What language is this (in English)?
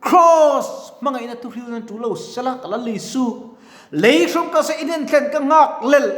Mizo